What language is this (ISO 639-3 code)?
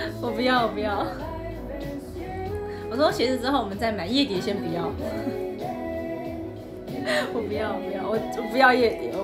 zho